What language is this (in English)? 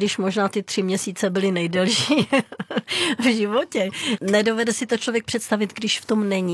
Czech